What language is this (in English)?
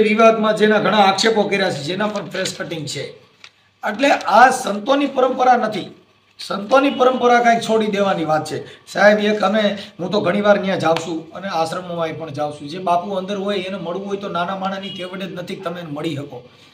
Gujarati